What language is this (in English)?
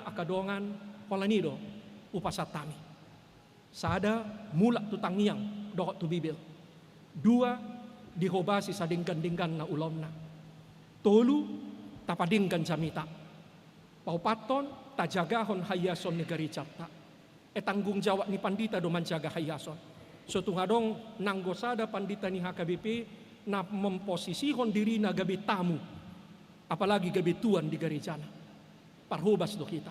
Batak Toba